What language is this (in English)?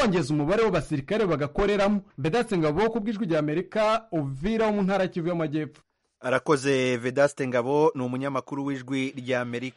Kinyarwanda